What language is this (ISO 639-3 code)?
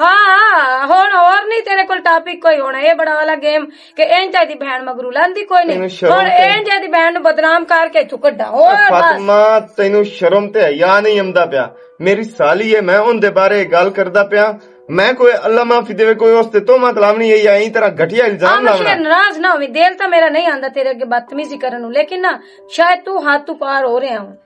lah